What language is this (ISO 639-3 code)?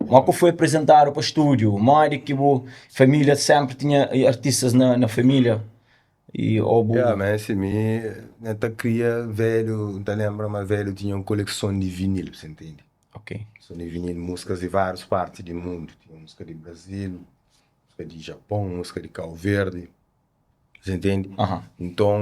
kea